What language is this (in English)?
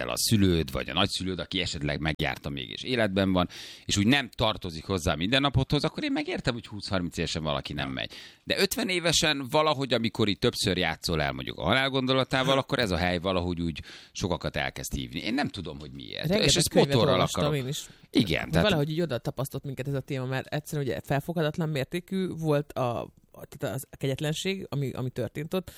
Hungarian